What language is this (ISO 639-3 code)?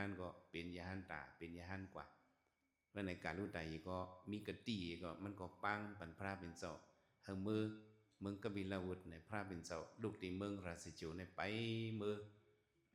shn